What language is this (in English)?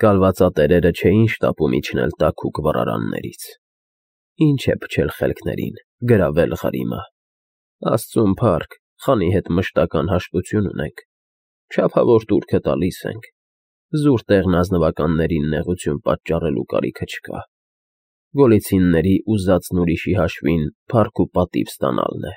Armenian